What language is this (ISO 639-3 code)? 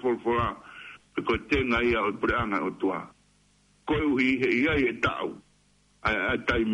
ton